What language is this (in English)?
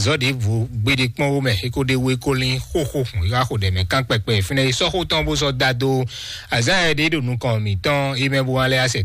Fon